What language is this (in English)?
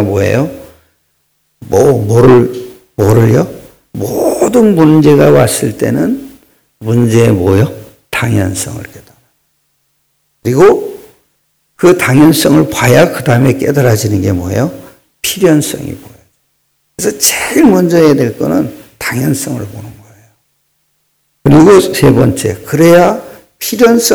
Korean